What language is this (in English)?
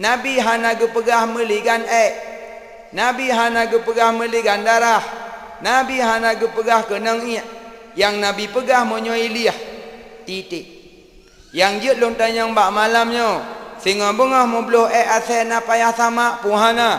Achinese